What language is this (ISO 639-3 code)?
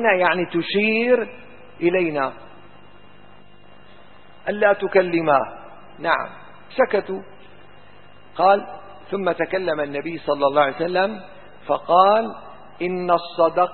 ara